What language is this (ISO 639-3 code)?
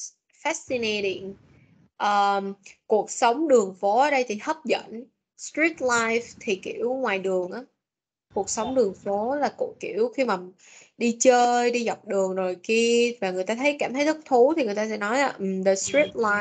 vie